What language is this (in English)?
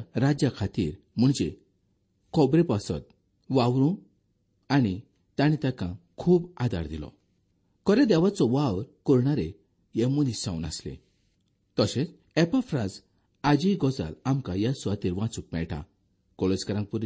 Konkani